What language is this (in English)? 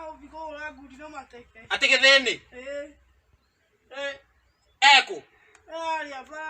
Kikuyu